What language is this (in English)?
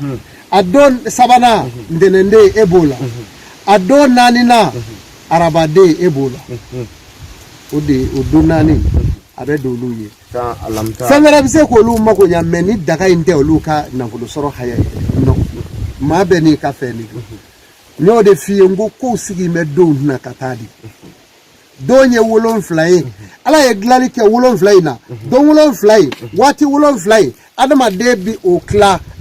Bambara